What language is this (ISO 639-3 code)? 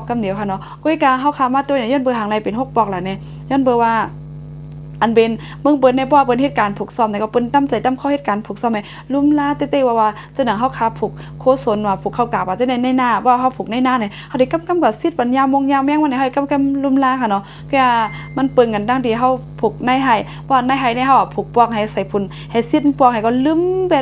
shn